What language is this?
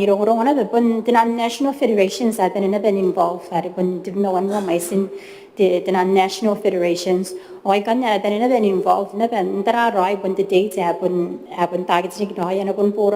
Gilbertese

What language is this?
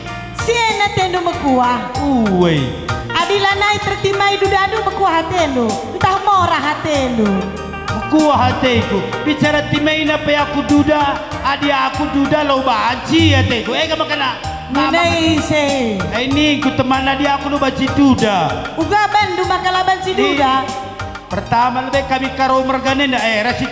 Batak Karo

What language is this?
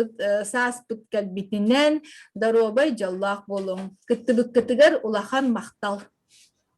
Yakut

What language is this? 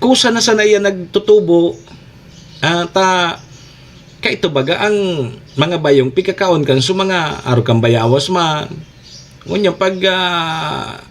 Bikol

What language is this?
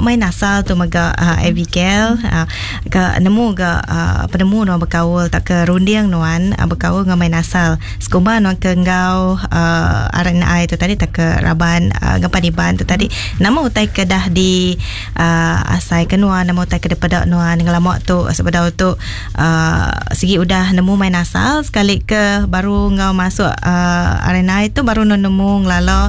Iban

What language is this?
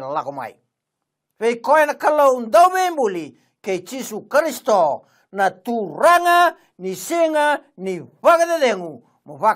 Fijian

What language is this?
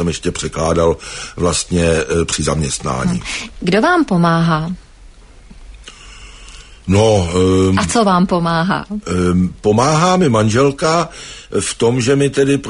Czech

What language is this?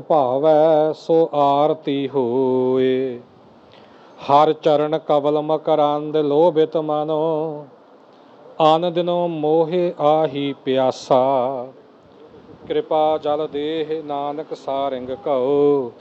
Punjabi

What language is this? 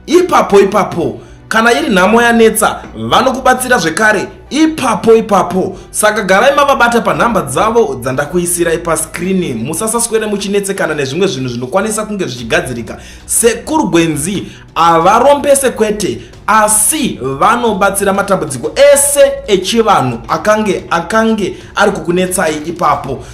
Shona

